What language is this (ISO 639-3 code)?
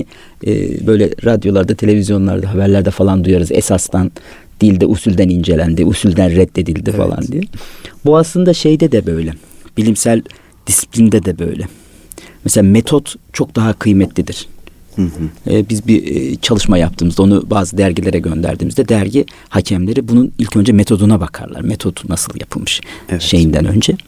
tur